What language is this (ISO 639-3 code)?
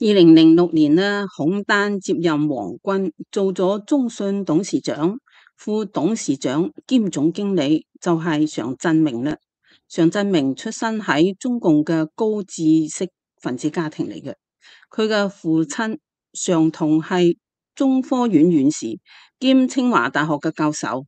yue